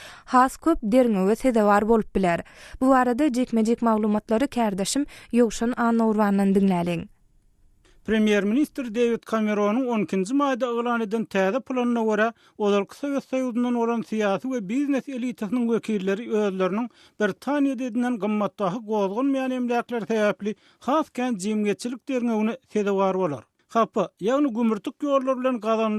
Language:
Turkmen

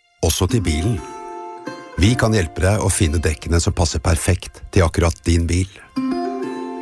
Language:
Norwegian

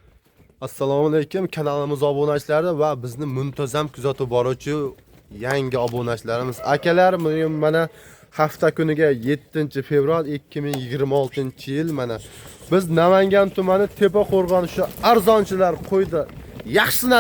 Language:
Uzbek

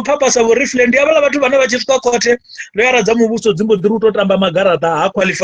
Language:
Venda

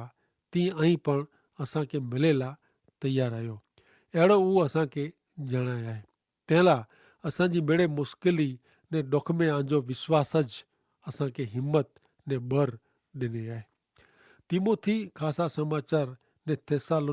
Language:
Kachhi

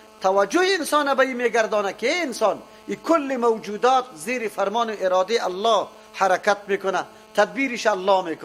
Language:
Persian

